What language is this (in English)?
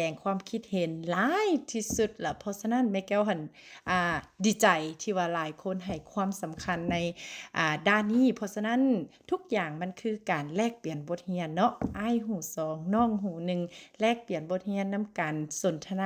Lao